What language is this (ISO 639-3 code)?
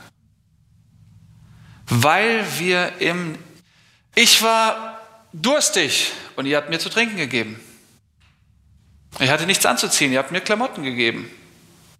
deu